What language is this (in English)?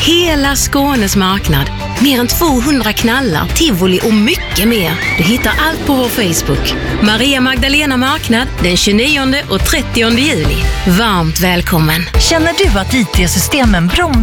Swedish